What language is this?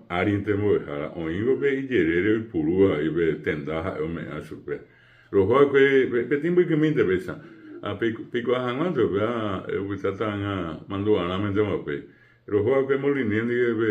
Guarani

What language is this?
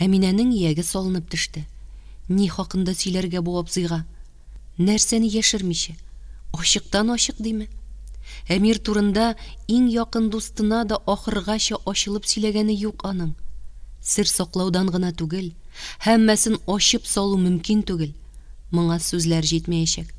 Tatar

